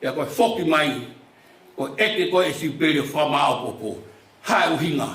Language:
Tongan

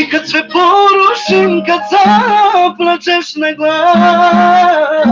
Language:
Balkan Romani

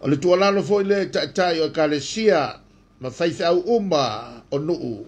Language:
Samoan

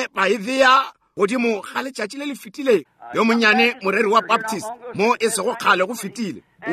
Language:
Northern Sotho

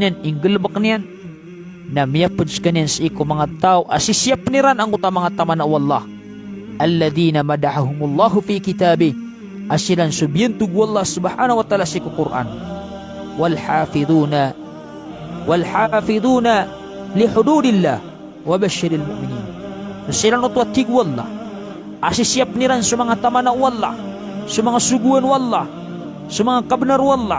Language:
Maranao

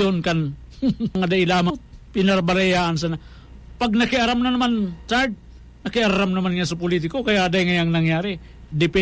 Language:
Bikol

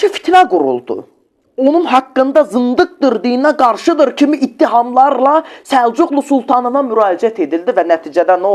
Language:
Azerbaijani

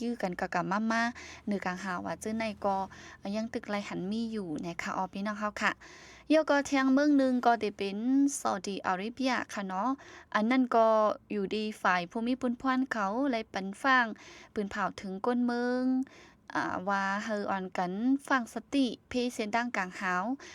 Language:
Shan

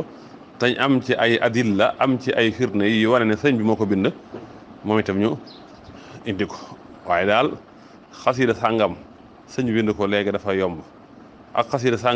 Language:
Wolof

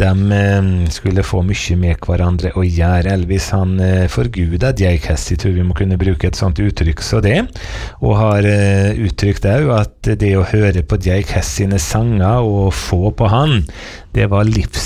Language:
Norwegian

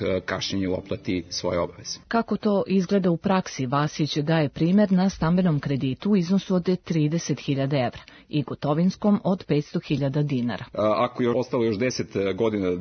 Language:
Serbian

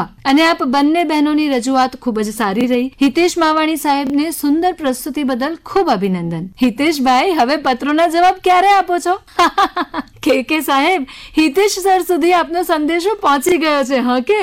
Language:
Gujarati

